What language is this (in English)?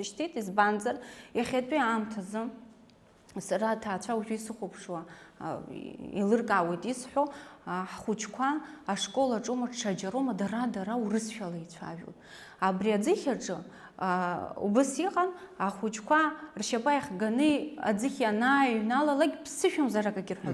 Abkhazian